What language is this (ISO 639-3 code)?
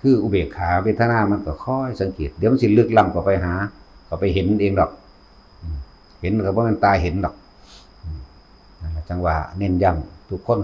tts